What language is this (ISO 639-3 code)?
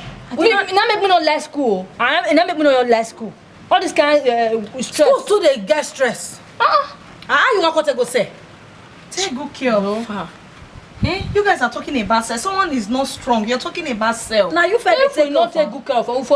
pcm